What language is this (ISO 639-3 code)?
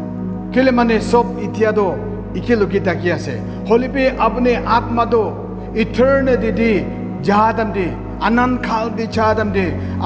nag